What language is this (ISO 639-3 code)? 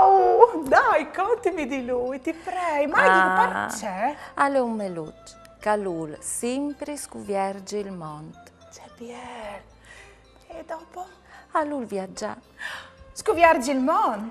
fur